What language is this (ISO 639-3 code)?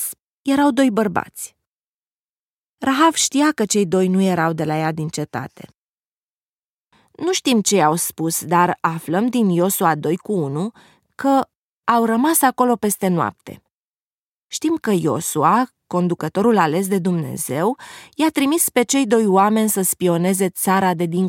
ron